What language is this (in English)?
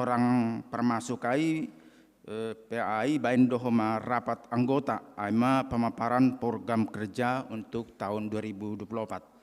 Batak Simalungun